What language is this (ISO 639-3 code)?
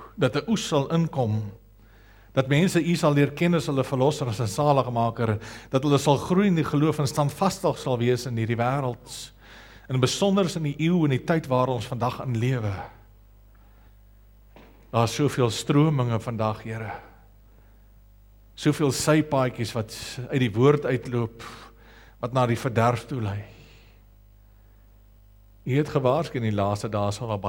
afr